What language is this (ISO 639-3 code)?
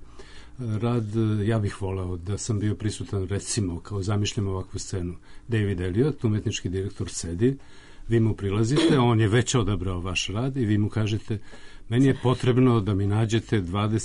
srp